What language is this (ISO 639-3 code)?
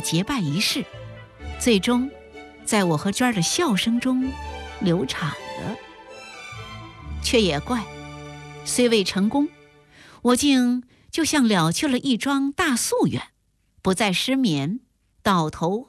zho